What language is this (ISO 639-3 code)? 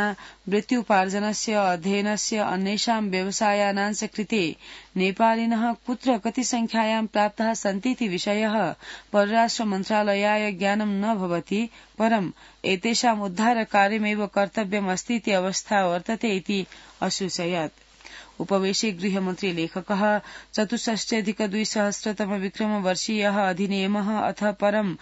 san